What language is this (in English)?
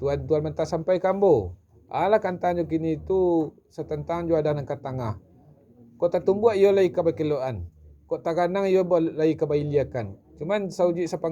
Minangkabau